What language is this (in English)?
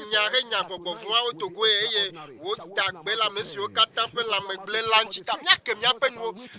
Ewe